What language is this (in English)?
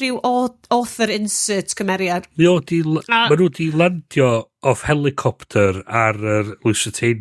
Welsh